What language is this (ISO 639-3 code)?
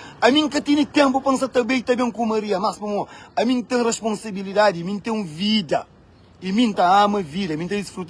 kea